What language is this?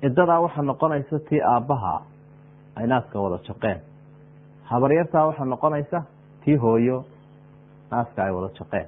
Somali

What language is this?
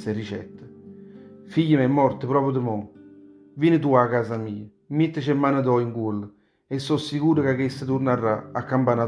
Neapolitan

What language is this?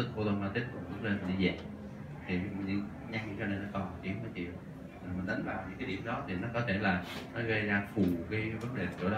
Vietnamese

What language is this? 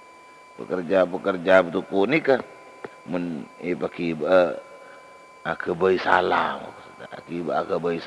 Madurese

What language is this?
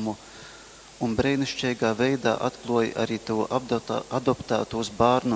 Latgalian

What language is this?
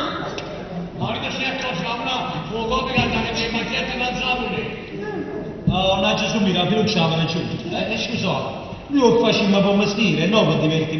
Neapolitan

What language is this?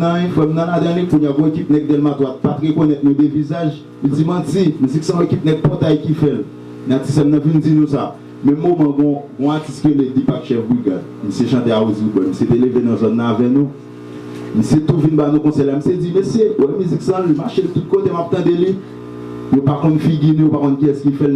Haitian Creole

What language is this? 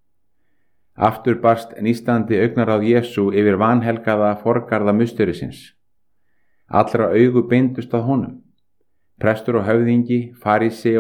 Icelandic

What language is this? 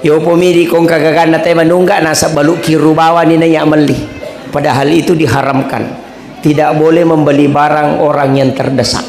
Buginese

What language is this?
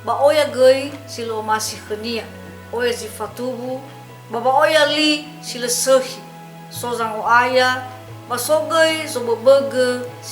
Nias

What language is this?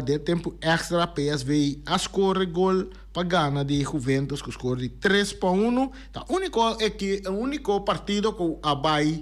Papiamento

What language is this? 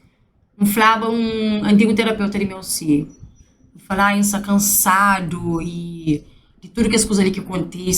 Kabuverdianu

